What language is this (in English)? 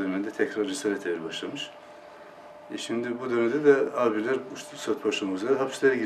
Turkish